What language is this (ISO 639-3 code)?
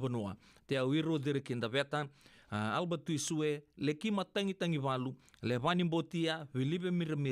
fij